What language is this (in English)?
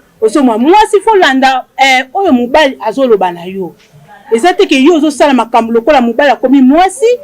Lingala